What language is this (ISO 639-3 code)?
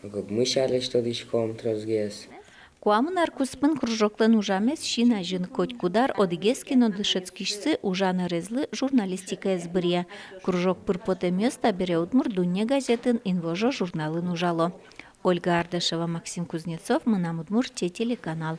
udm